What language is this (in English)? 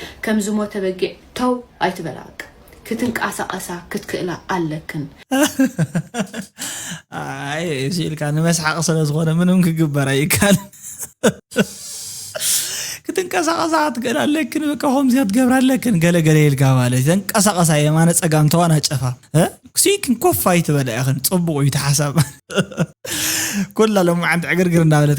Tigrinya